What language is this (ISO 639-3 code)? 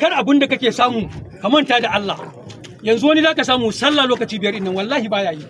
hau